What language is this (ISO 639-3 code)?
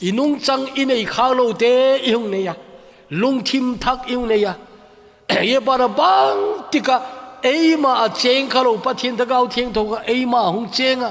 tcz